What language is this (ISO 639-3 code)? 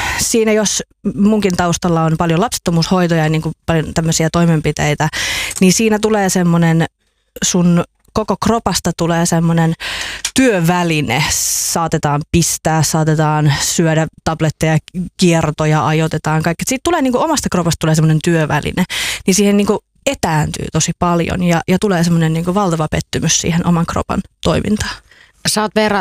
fin